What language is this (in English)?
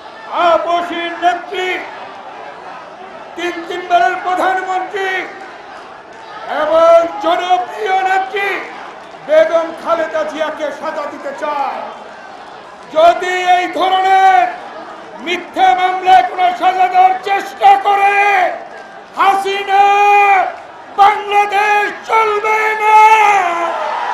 Bangla